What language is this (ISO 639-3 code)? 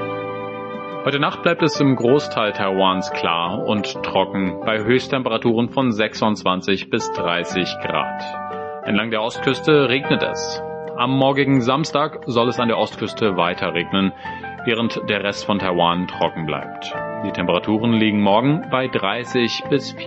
deu